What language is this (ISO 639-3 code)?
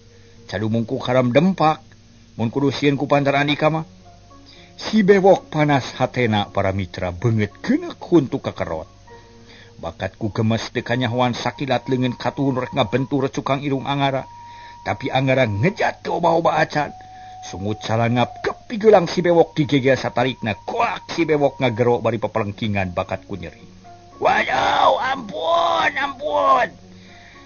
sun